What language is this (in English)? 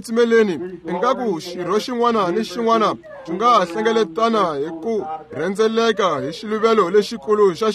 Tsonga